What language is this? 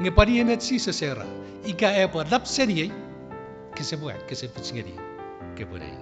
Chuukese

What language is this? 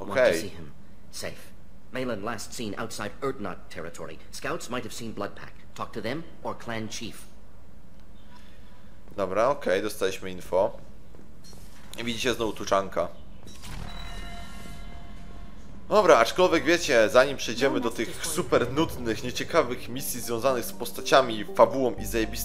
Polish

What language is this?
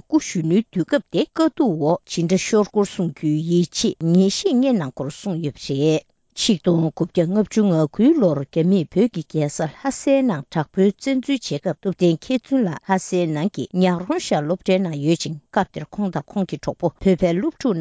Tibetan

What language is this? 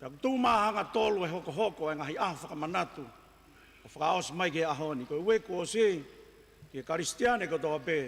Tongan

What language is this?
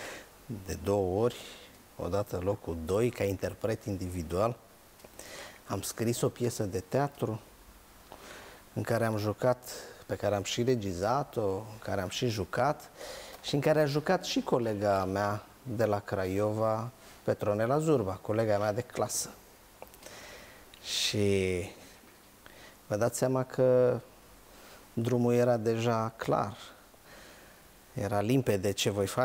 Romanian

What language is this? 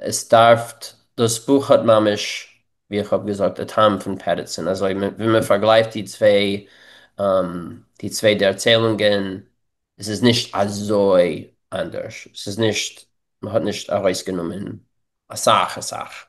Yiddish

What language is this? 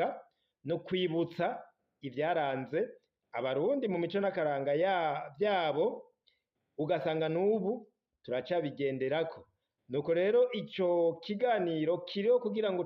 Rundi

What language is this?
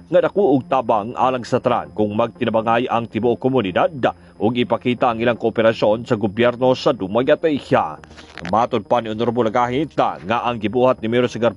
Cebuano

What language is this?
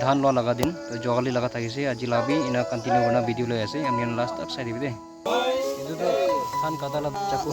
Naga Pidgin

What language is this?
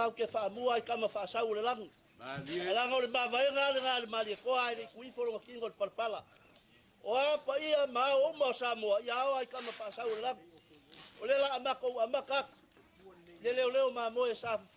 Samoan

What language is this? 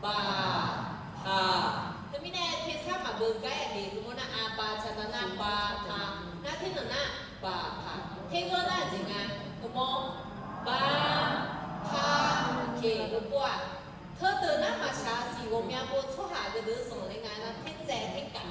Akha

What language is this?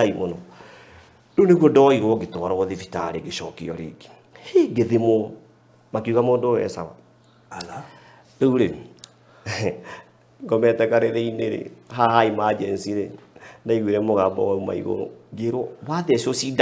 Kikuyu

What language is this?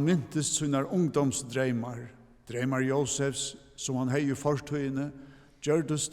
Faroese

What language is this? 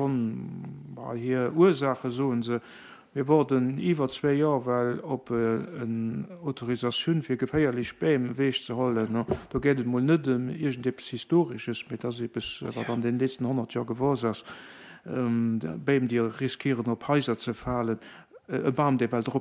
Luxembourgish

